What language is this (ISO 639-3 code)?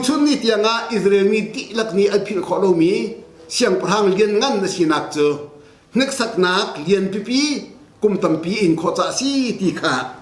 cnh